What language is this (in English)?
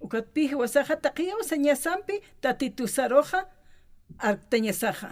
Aymara